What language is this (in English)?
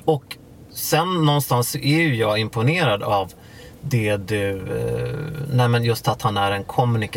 Swedish